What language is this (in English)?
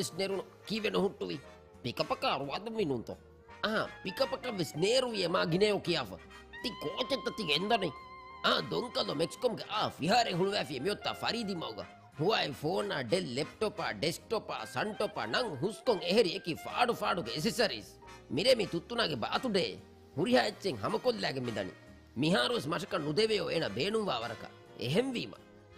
Divehi